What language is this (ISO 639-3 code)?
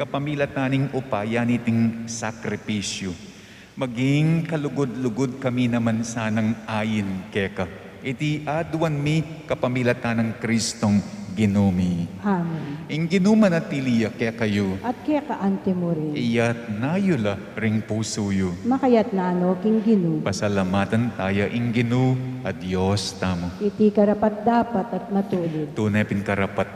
pam